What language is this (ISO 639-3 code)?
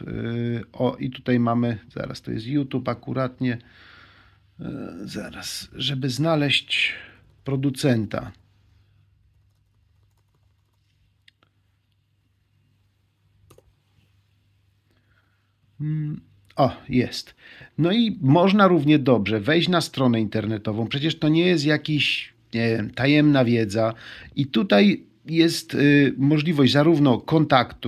pol